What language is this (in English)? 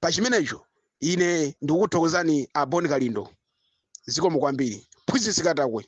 Nyanja